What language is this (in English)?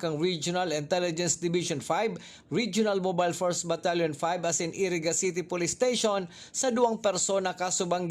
Bikol